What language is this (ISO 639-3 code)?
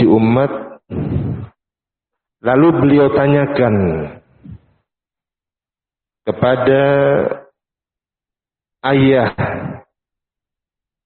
ind